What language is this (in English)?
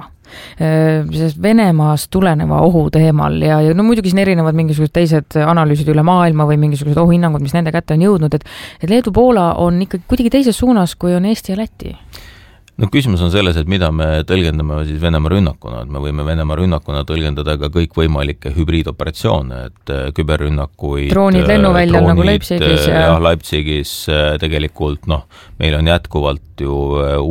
Estonian